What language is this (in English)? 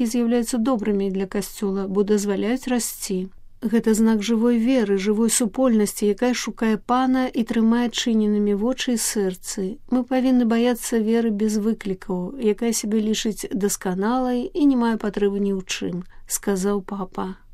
Belarusian